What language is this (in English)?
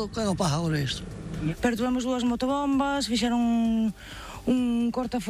Galician